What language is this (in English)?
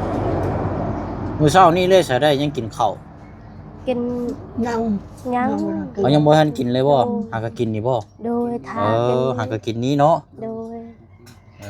Lao